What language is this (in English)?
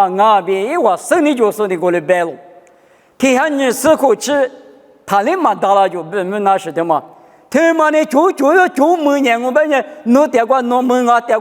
Lisu